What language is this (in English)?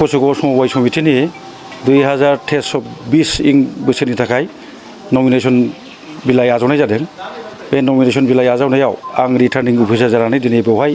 Bodo